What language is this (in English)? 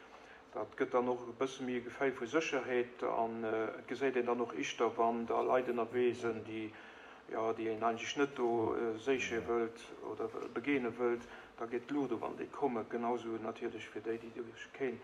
Luxembourgish